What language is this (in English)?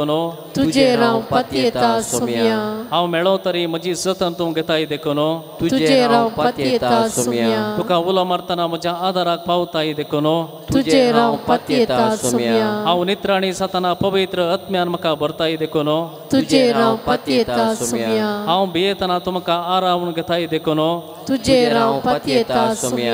Konkani